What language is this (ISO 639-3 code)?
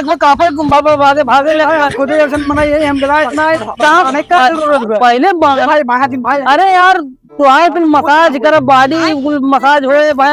awa